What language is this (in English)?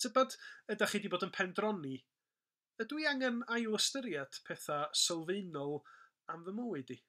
Welsh